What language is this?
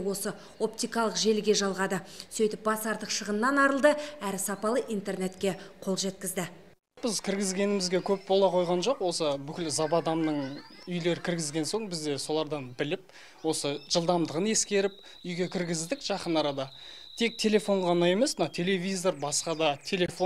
Kazakh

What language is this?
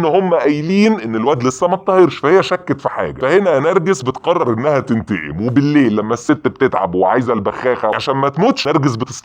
Egyptian Arabic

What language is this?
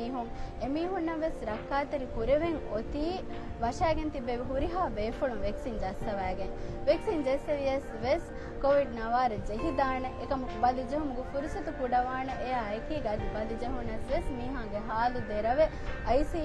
Divehi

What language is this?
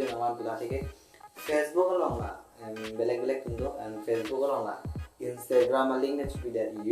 Karbi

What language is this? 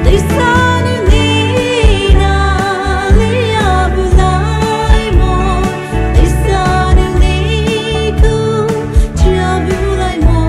Poumei Naga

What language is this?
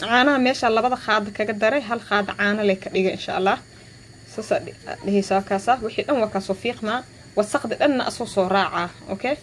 Somali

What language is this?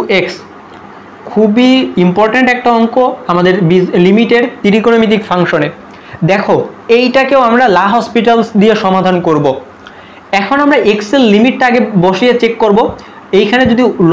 Bangla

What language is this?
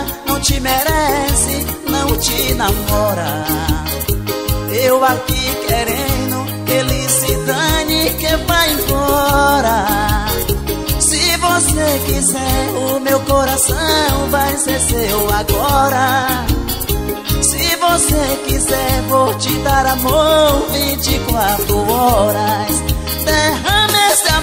Portuguese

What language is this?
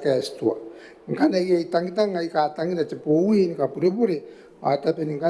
Gilbertese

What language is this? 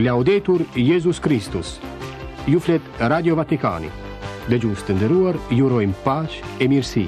Albanian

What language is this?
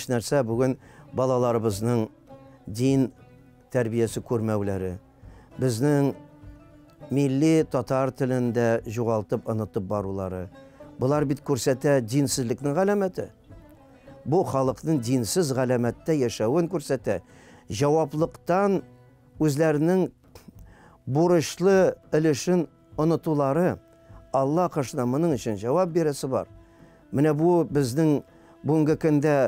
Tatar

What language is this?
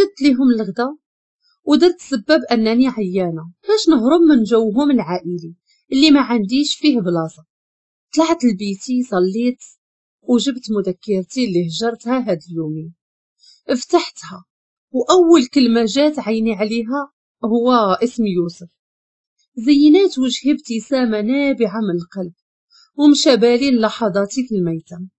Moroccan Arabic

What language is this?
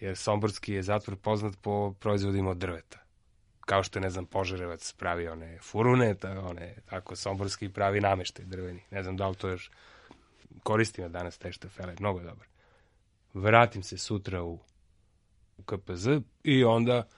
Serbian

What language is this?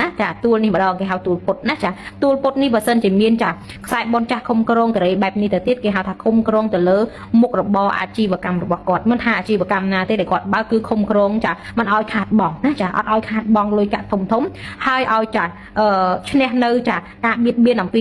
Khmer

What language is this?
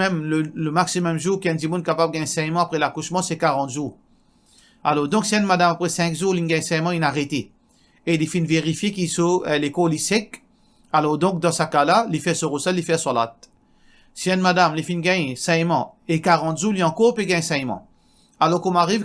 Morisyen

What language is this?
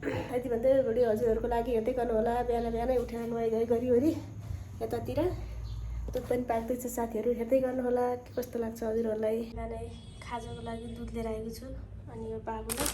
Nepali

